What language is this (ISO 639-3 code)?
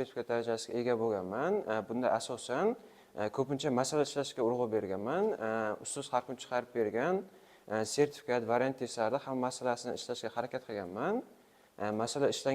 uzb